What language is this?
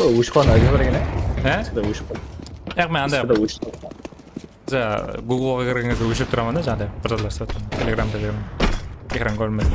Kara-Kalpak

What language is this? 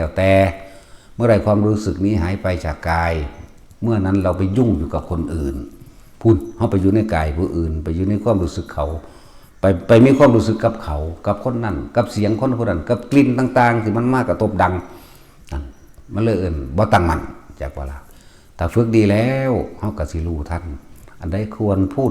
Northeastern Thai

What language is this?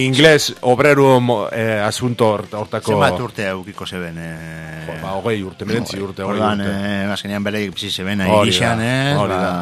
Basque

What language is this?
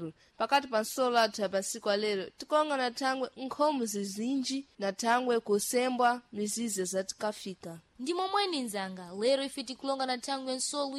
Sena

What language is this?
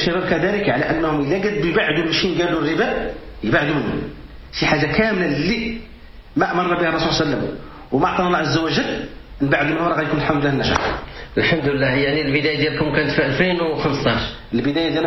Moroccan Arabic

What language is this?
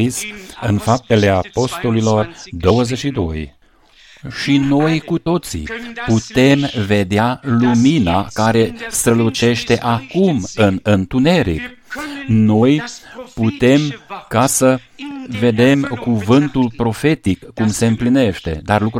Romanian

